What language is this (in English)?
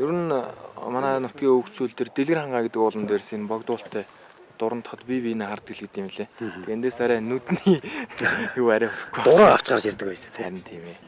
Mongolian